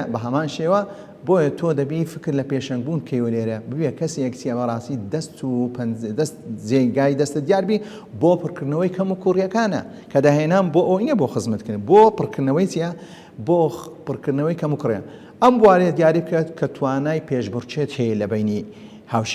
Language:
Central Kurdish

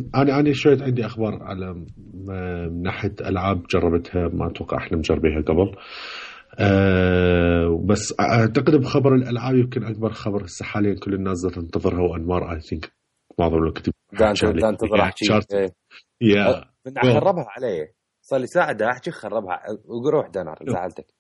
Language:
Mesopotamian Arabic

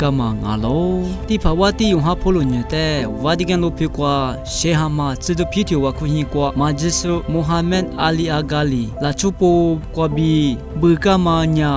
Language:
Lisu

